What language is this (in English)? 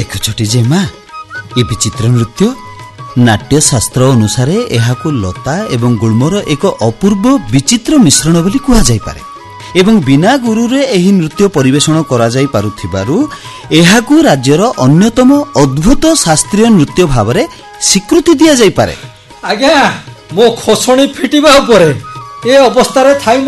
Odia